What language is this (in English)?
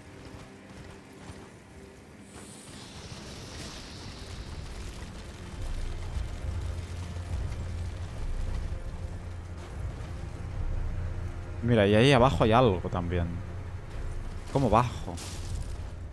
Spanish